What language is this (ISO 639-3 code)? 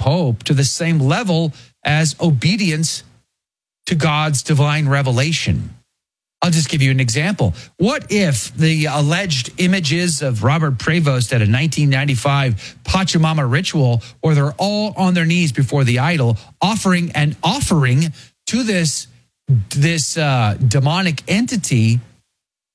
eng